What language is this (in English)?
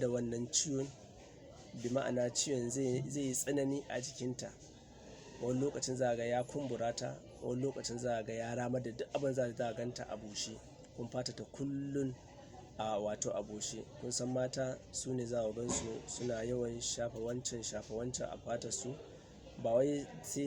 Hausa